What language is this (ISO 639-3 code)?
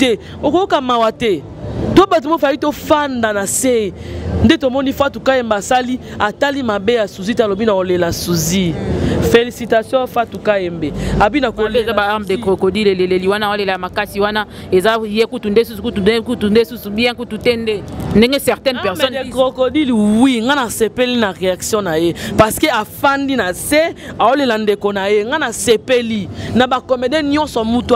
lin